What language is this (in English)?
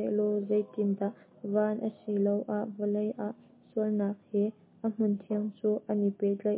Hakha Chin